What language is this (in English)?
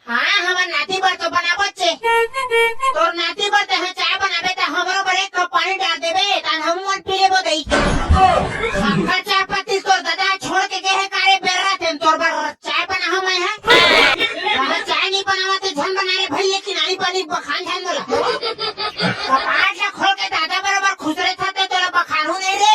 Chhattisgarhi